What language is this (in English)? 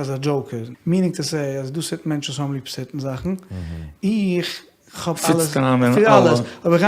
Yiddish